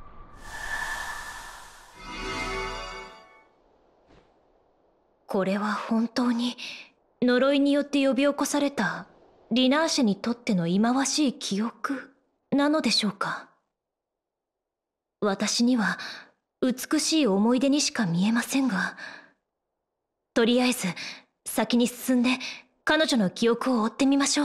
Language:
Japanese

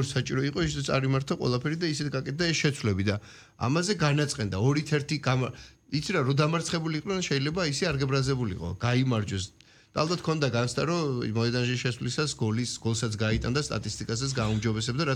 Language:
Georgian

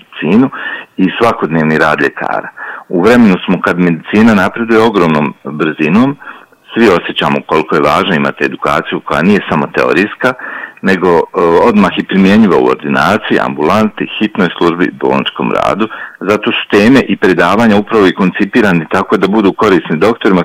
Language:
Bosnian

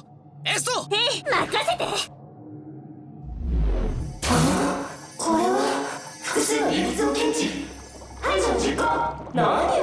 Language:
Japanese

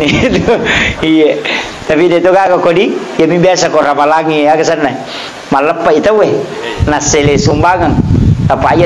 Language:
Buginese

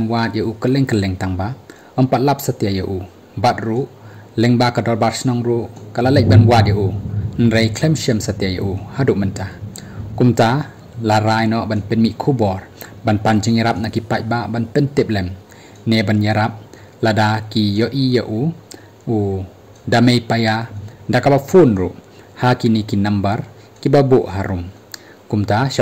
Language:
Khasi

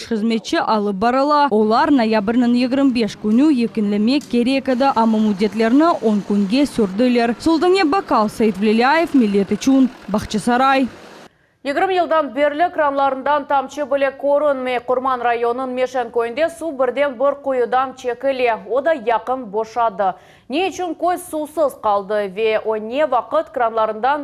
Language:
Crimean Tatar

